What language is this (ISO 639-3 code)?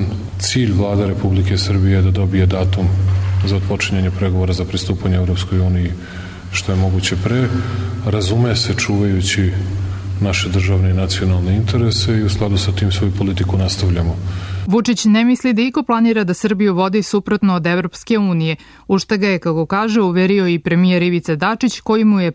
srp